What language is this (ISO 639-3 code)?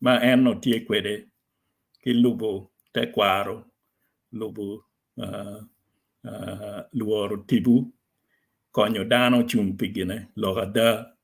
ach